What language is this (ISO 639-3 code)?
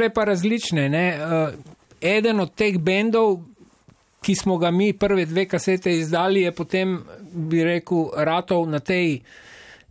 slv